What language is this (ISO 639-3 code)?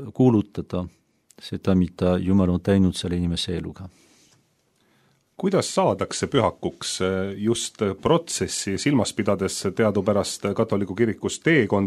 est